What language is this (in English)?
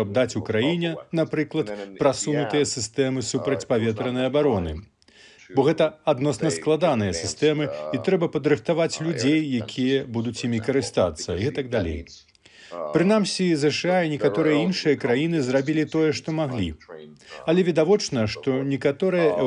Belarusian